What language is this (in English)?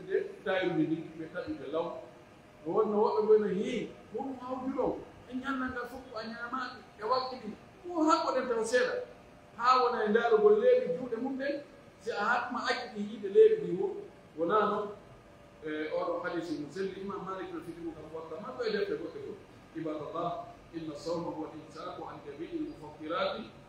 Pular